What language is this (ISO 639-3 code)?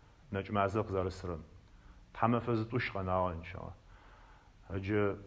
ady